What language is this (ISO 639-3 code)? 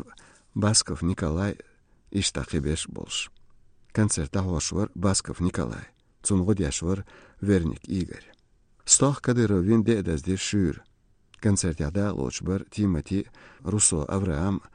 che